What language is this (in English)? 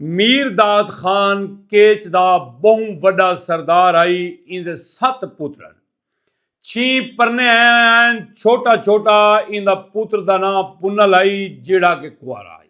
Saraiki